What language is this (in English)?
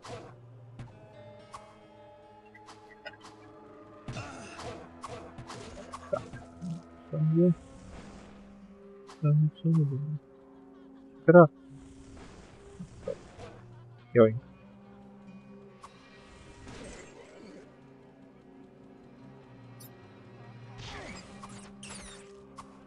Czech